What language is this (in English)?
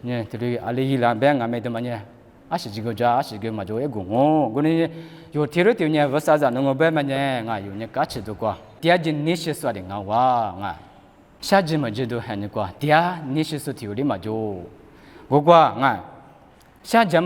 Lisu